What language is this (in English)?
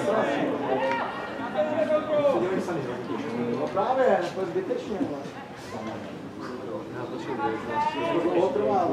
Czech